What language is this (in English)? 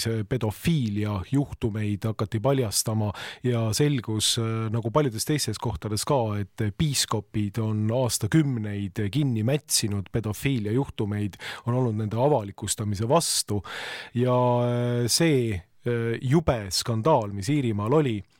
Estonian